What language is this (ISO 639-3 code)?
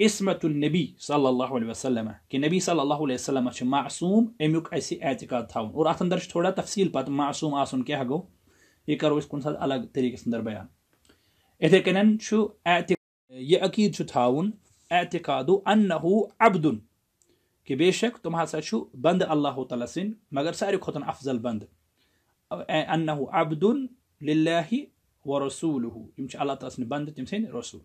kas